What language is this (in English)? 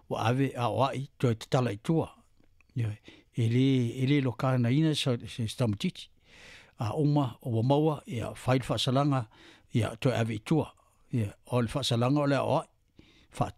Samoan